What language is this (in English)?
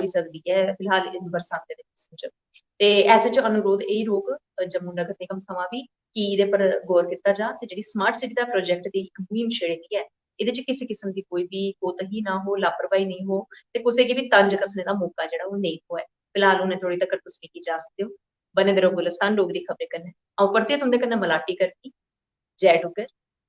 Dogri